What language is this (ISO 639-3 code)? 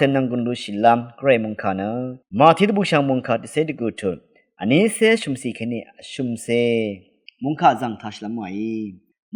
raw